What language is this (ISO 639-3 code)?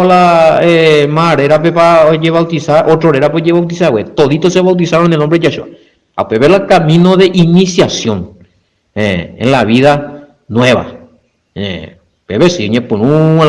grn